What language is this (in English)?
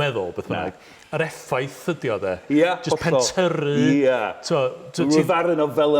Welsh